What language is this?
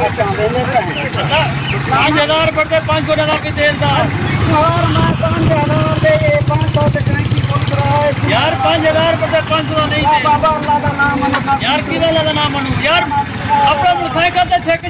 Saraiki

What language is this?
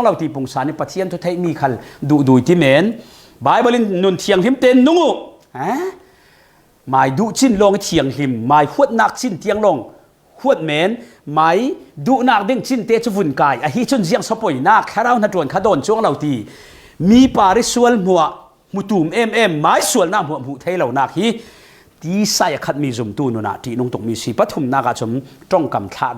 Falam Chin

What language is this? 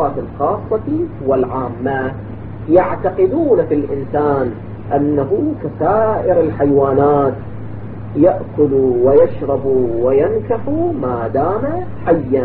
Arabic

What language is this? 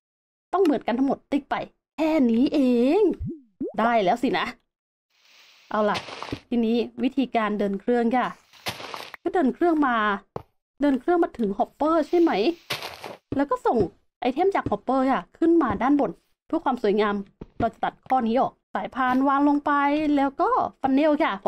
Thai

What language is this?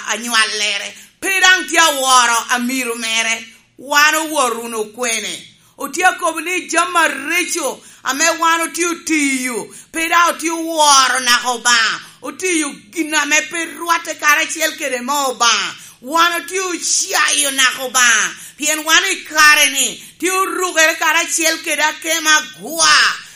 Lango (Uganda)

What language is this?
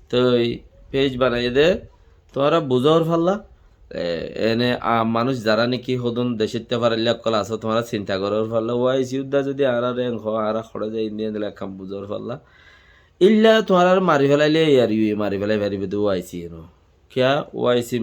Rohingya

